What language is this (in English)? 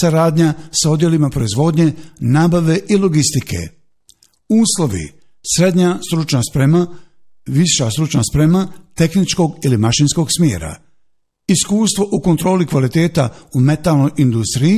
Bosnian